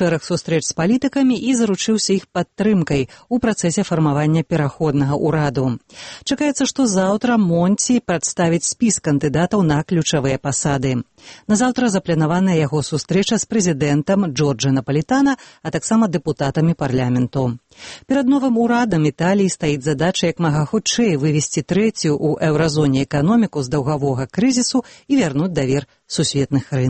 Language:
Belarusian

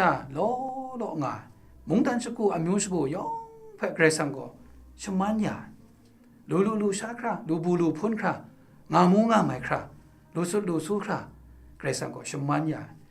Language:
Kachin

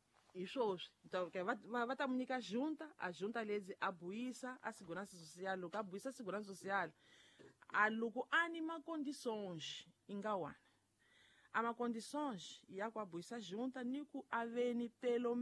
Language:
Tsonga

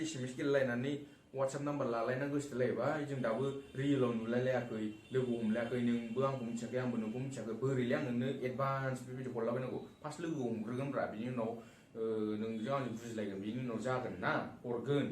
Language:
Bodo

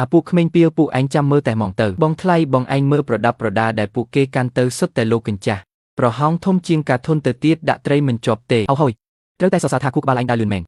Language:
Khmer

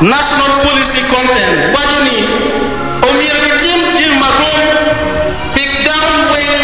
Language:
Acoli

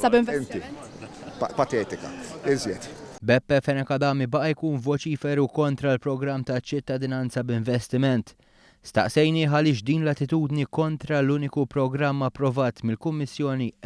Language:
Maltese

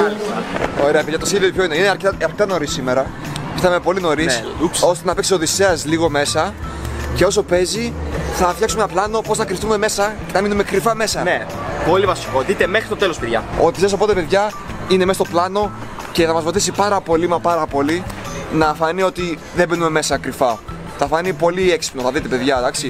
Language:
Greek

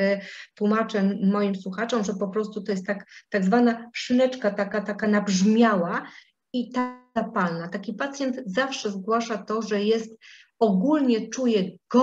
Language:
Polish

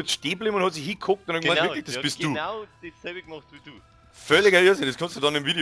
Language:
Bavarian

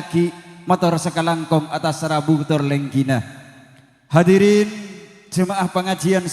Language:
Madurese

